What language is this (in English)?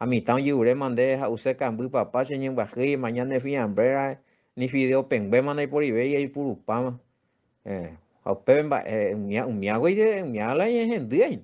Guarani